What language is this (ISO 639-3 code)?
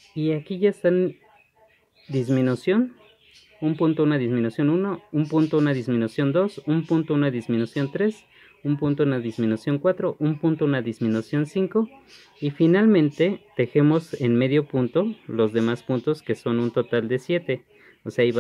spa